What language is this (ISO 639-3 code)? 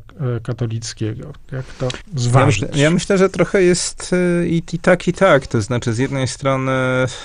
pol